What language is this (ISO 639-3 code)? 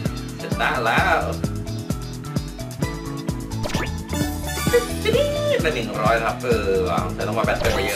tha